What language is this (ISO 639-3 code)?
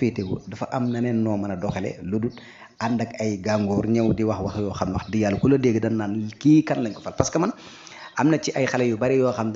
wol